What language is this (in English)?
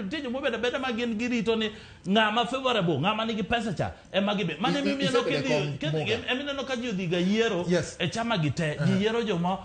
Luo (Kenya and Tanzania)